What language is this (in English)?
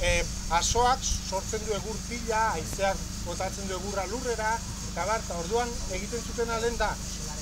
Basque